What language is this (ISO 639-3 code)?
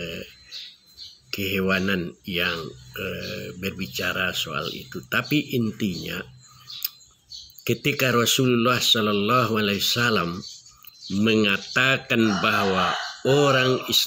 ind